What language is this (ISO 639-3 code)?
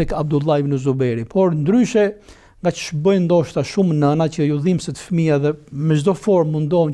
sqi